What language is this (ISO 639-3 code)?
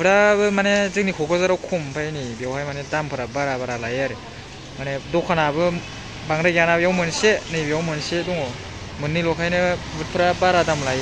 brx